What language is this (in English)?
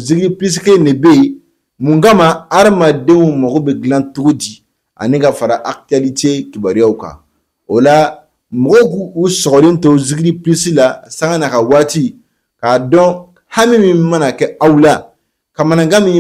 Bambara